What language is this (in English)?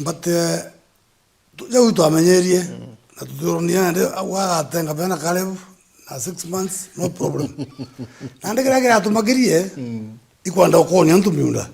Meru